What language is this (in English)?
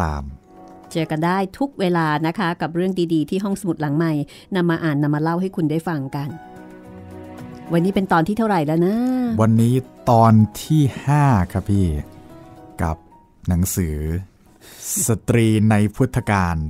Thai